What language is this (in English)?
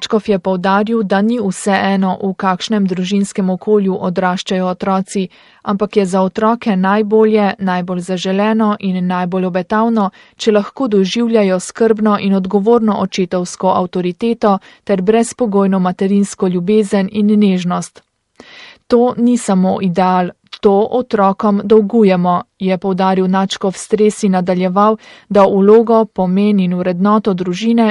Slovenian